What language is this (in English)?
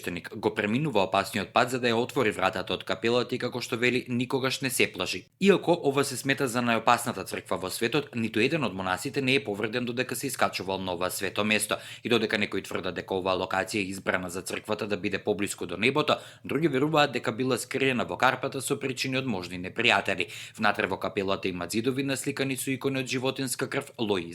Macedonian